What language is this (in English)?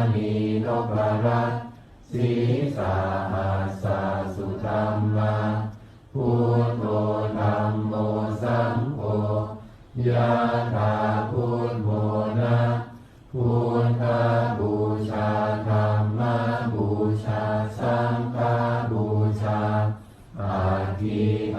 Pali